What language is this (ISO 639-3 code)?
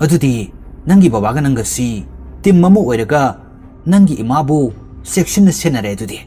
mni